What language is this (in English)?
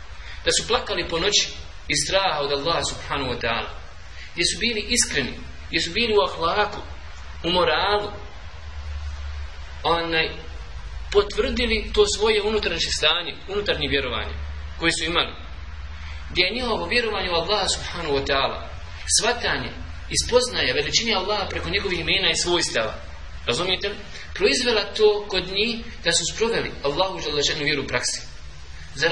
Bosnian